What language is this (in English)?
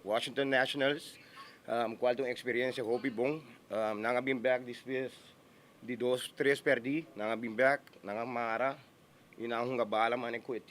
Papiamento